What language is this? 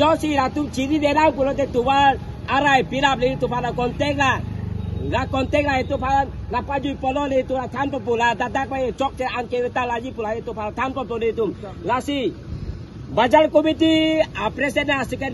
Karbi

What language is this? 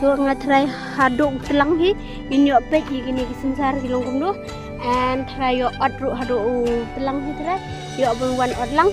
Khasi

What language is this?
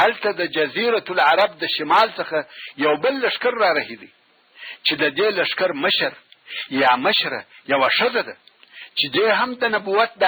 Pashto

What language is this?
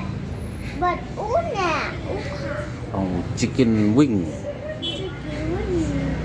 Khasi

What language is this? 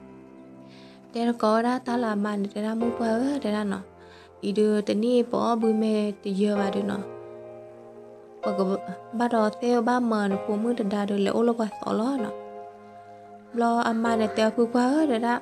S'gaw Karen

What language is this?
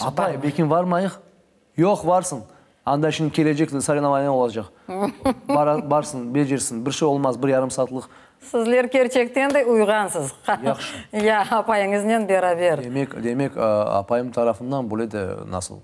Crimean Tatar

